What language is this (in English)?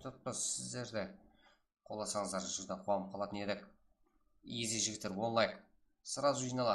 Kara-Kalpak